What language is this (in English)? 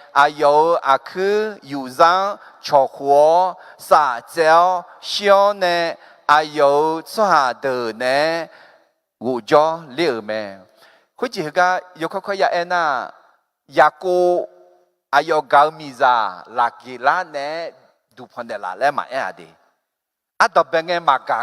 Akha